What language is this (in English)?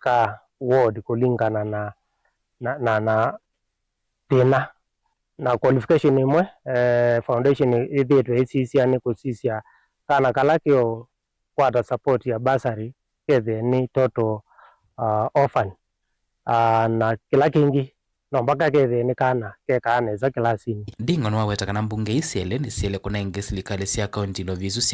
Kamba